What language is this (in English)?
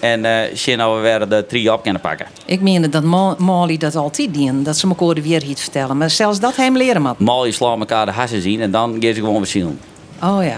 Western Frisian